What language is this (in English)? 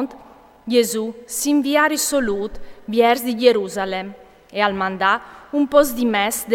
Friulian